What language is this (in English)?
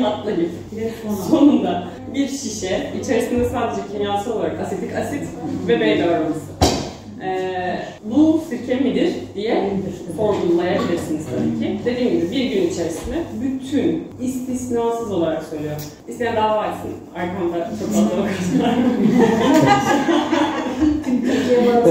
Turkish